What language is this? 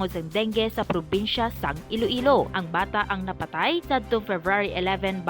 Hiligaynon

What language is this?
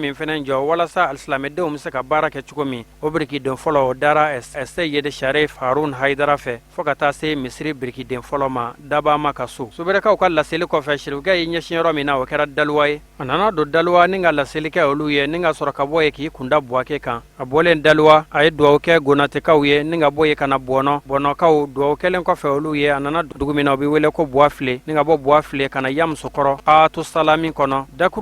Bambara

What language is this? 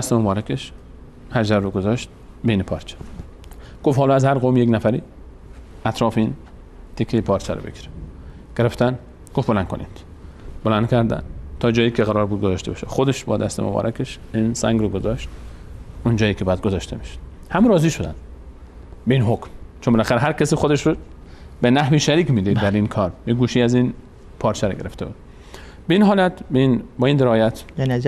Persian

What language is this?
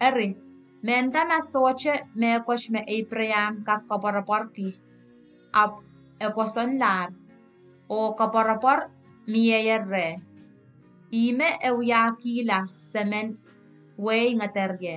Pohnpeian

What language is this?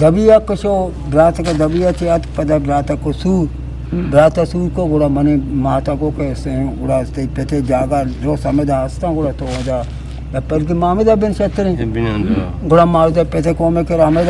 Eastern Balochi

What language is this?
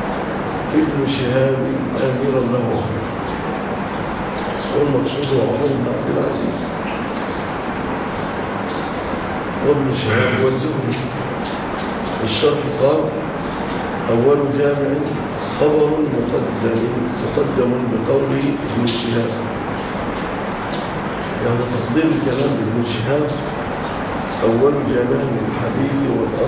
Arabic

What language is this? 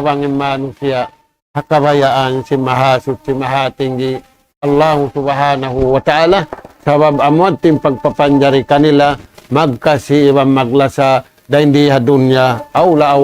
Tausug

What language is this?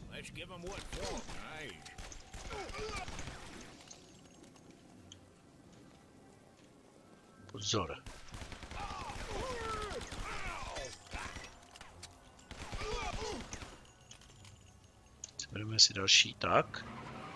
Czech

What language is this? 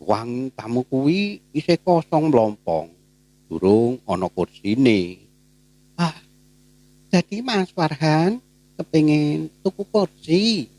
Javanese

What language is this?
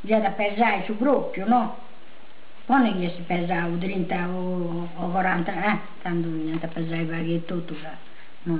Sardinian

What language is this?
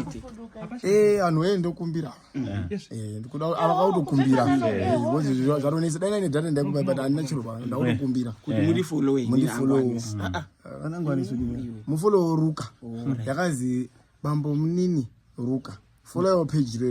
Shona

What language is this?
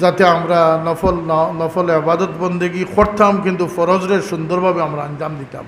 Sylheti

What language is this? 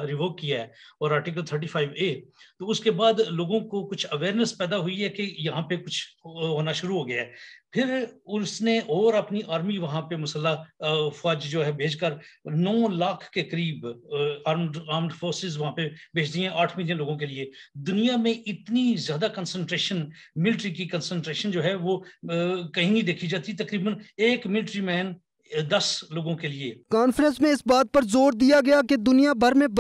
Urdu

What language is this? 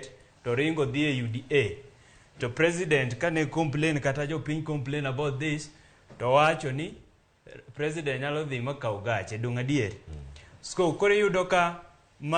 Luo (Kenya and Tanzania)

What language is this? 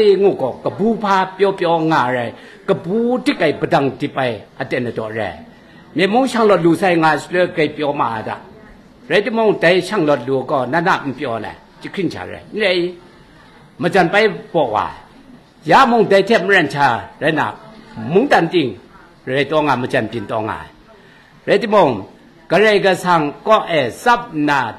Kachin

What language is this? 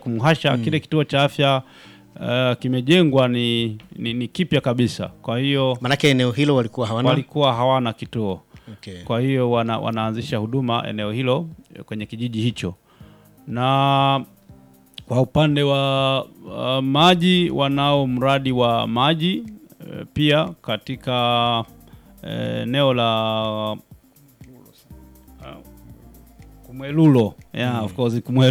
Swahili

